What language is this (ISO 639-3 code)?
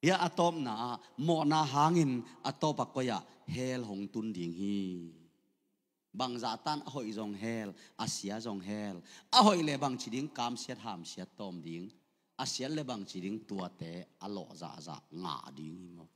ctd